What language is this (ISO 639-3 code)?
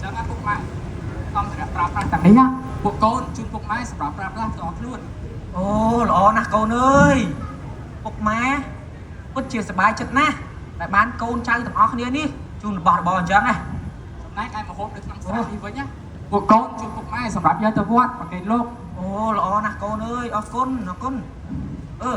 khm